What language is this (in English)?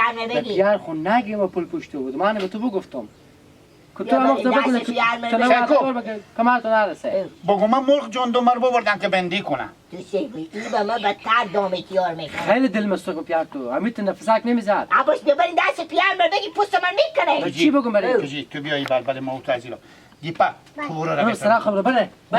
Hazaragi